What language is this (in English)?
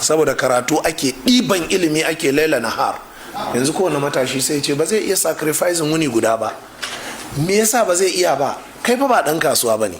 Hausa